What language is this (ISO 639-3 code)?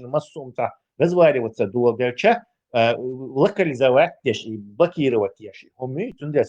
che